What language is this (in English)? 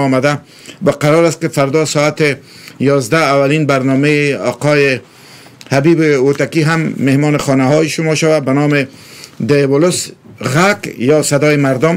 Persian